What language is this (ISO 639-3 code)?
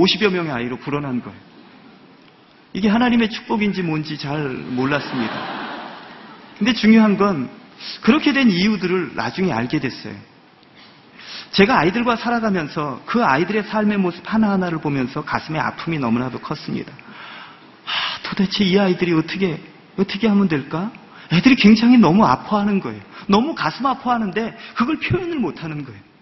kor